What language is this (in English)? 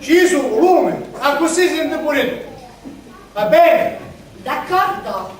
Sicilian